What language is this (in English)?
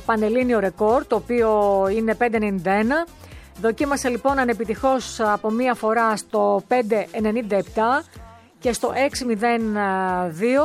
Greek